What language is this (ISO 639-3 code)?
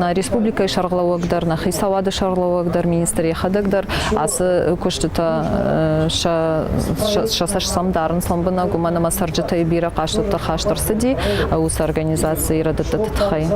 oss